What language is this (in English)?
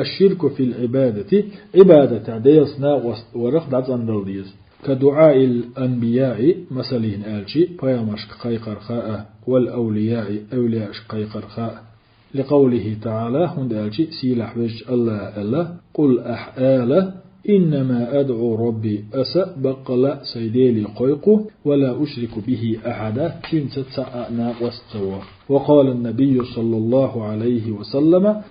Chechen